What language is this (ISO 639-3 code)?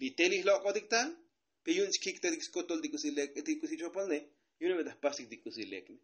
tzo